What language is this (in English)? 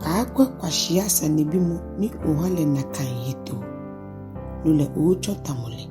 Ga